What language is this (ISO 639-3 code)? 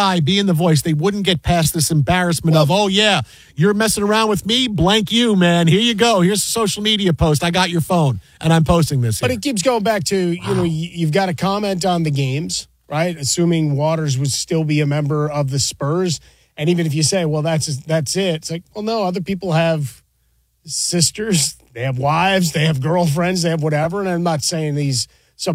eng